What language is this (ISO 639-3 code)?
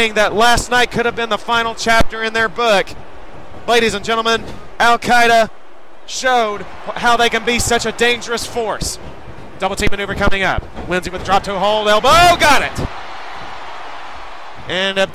eng